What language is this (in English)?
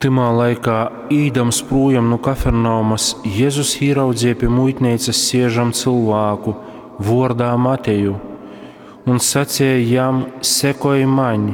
Latgalian